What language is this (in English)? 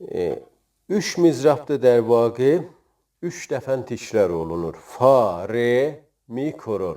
South Azerbaijani